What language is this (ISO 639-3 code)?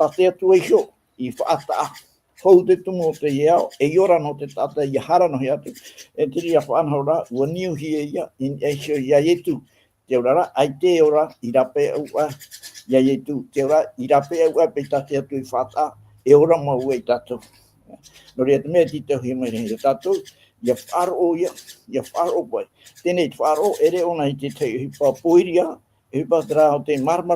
tah